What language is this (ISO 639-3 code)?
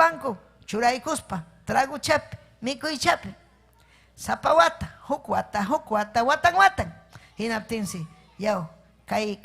quy